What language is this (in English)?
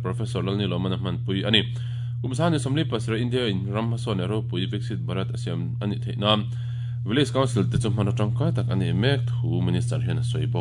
Mizo